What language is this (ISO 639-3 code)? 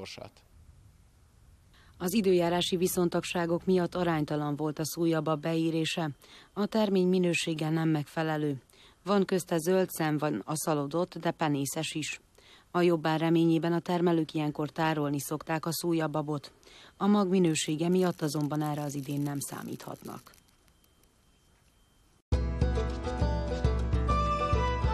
hun